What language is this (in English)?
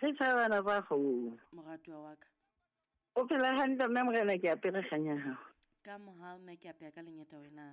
Southern Sotho